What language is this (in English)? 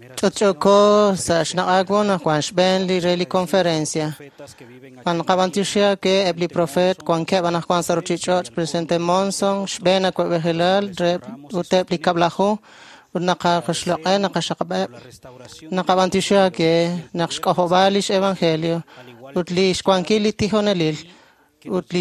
Kekchí